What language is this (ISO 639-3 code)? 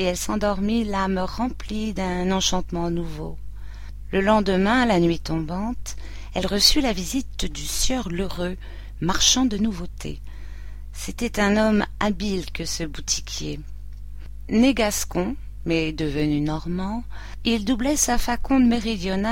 fra